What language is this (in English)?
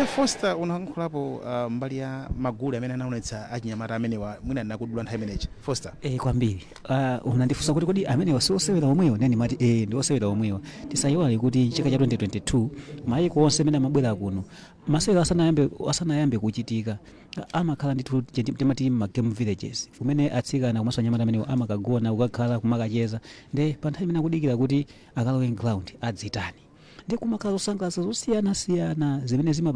Nyanja